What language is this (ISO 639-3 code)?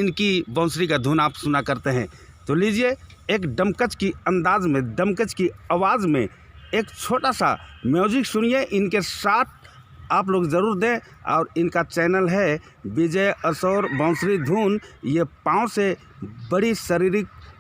sck